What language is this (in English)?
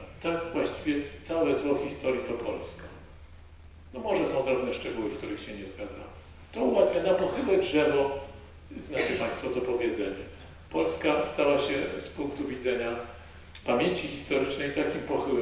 Polish